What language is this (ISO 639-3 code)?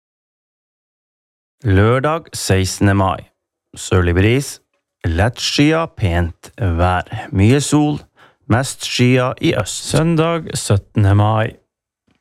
nor